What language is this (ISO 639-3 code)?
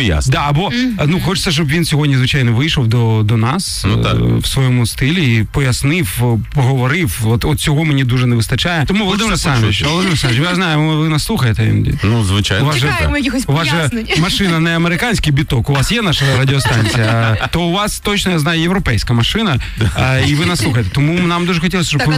ukr